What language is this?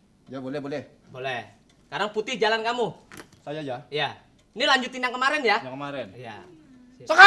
Betawi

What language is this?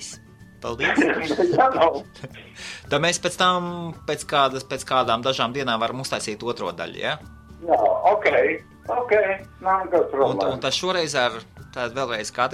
Latvian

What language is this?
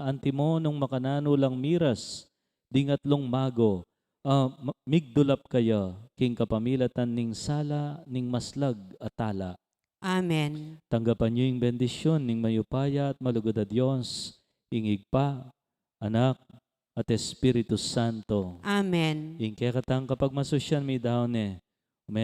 Pampanga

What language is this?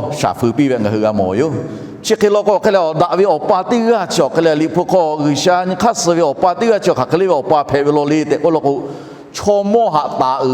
Lahu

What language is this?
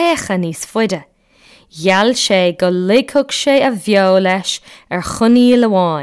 Irish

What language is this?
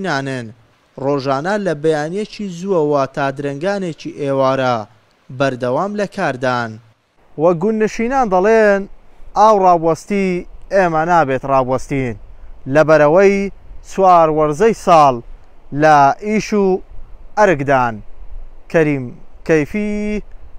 Central Kurdish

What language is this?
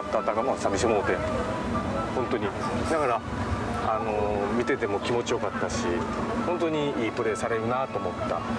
Japanese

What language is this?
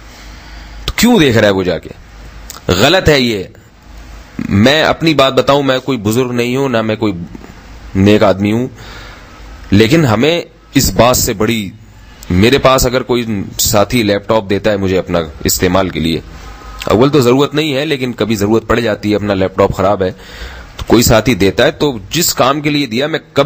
Urdu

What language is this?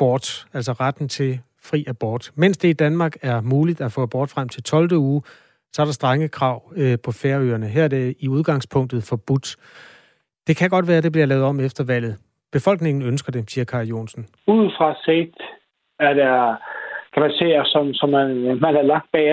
Danish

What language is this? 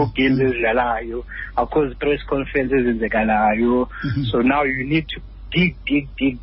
Xhosa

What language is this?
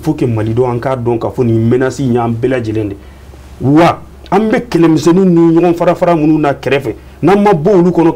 Bambara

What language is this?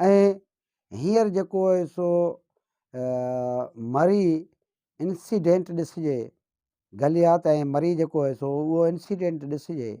Sindhi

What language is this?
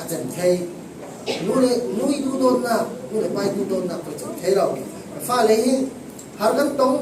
Falam Chin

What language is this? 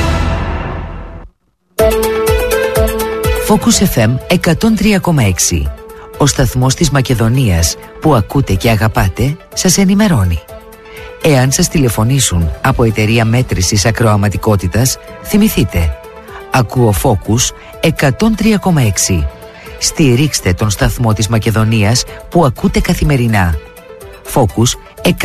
Greek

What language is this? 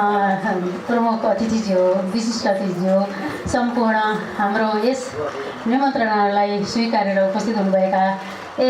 Nepali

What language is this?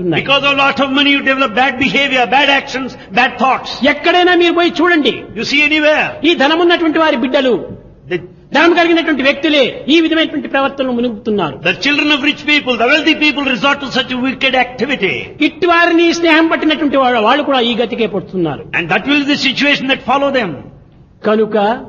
Telugu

